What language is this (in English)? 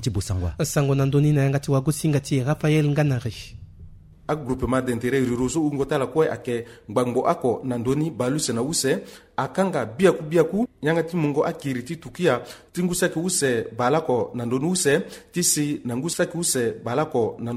Sango